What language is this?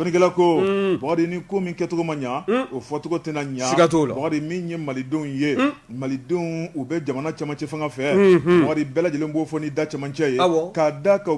Bambara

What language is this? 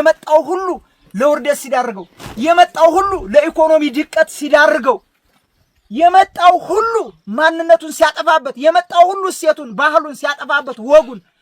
Amharic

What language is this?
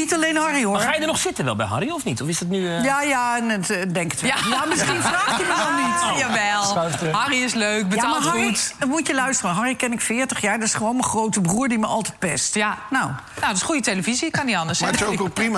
Dutch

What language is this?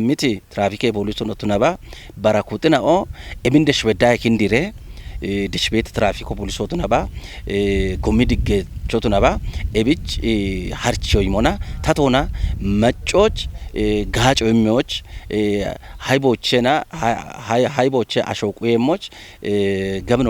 Kafa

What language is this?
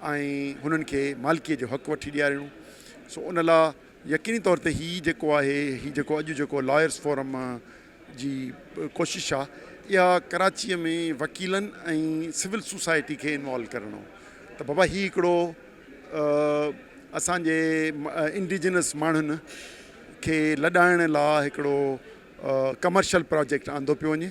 Sindhi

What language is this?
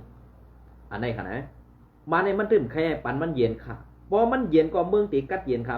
Shan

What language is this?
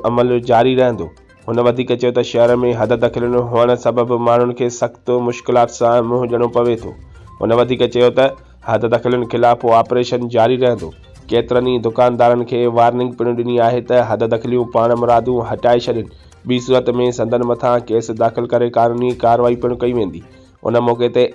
Sindhi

